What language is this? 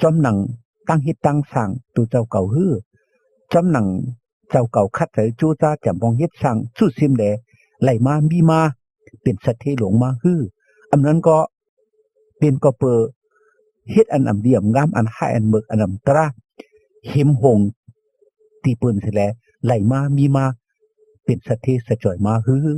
Shan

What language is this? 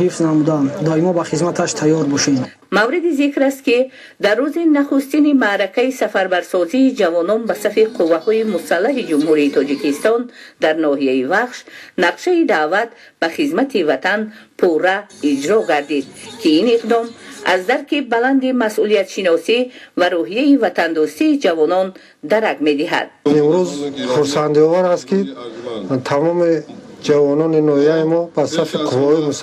Tajik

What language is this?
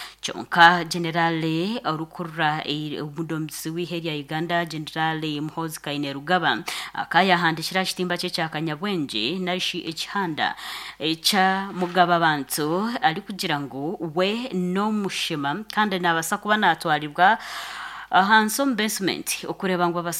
Nyankole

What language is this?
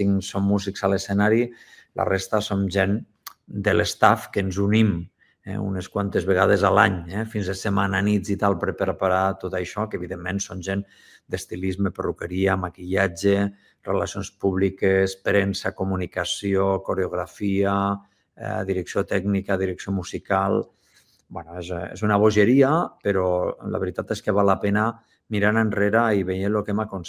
Catalan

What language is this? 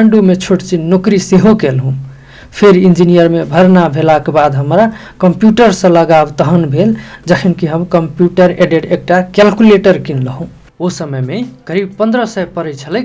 Maithili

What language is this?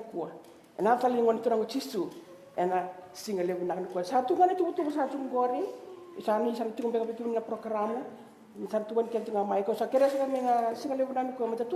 Fijian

